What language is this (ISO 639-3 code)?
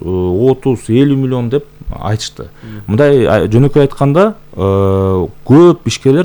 kir